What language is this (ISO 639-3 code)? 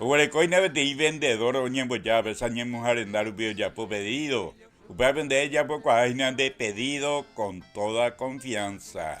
grn